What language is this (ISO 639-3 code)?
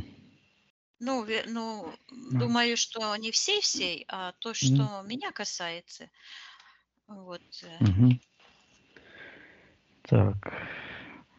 rus